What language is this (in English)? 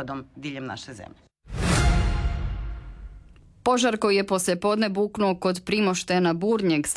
Croatian